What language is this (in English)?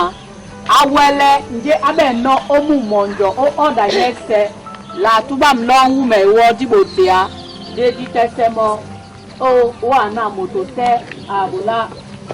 Duala